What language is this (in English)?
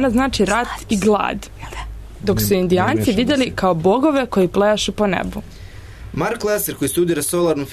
Serbian